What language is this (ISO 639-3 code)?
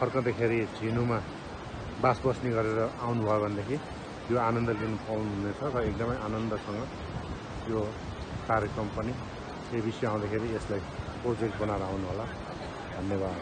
nep